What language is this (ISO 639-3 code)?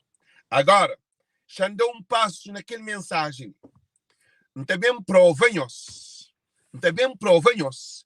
kea